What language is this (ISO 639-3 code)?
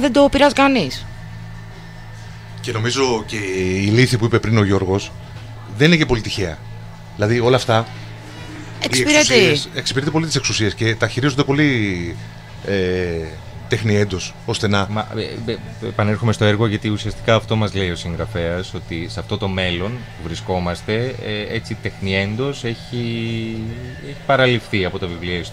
ell